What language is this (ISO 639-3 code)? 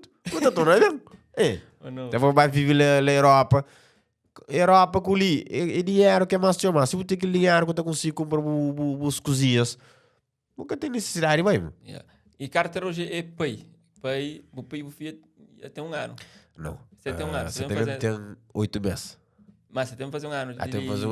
kea